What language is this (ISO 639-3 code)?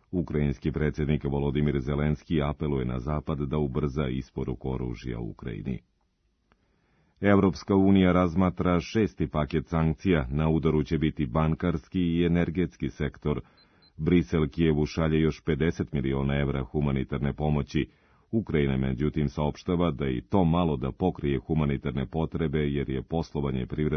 srp